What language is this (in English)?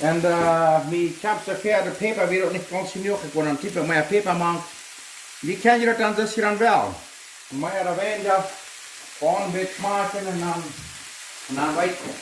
Plautdietsch